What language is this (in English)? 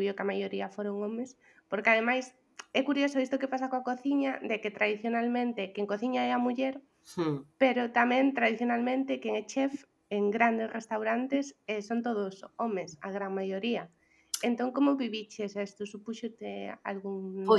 Galician